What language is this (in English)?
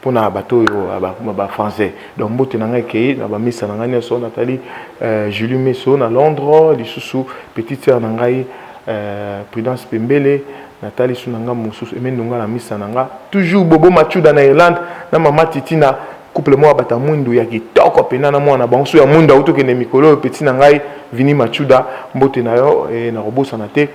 Lingala